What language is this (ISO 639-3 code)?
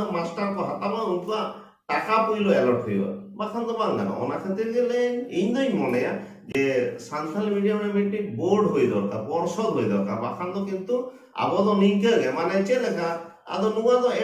sat